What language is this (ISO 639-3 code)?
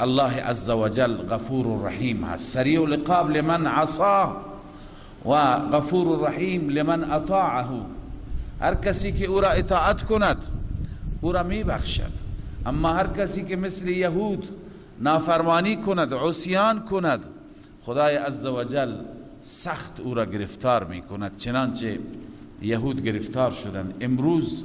fas